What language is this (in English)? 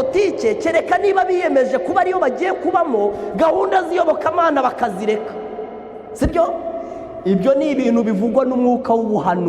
Kinyarwanda